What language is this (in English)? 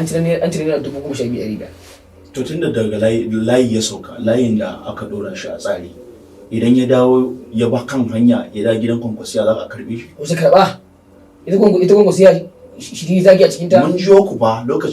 Hausa